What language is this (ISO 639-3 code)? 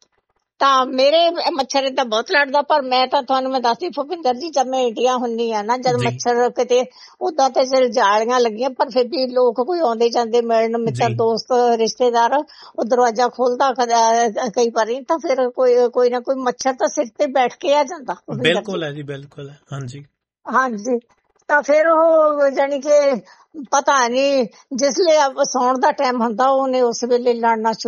pan